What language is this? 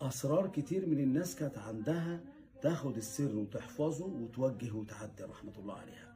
Egyptian Arabic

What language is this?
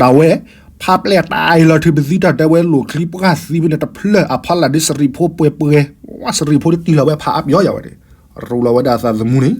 S'gaw Karen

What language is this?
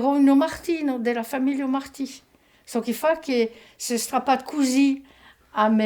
Occitan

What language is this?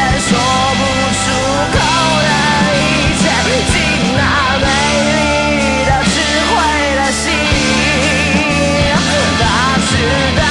Chinese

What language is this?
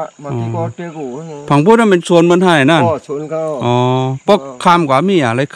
Shan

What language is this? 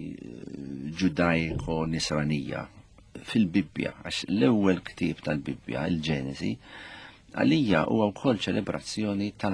Maltese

